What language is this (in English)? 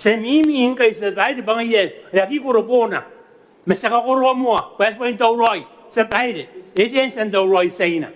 Gilbertese